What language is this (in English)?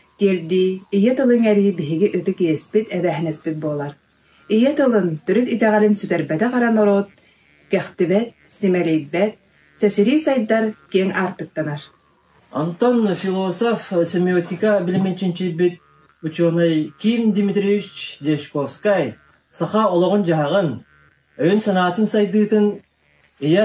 Yakut